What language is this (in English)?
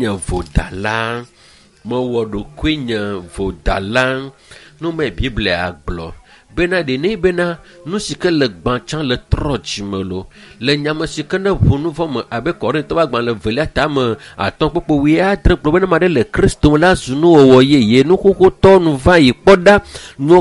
Ewe